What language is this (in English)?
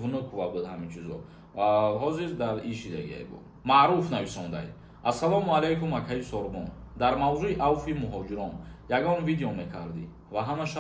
Tajik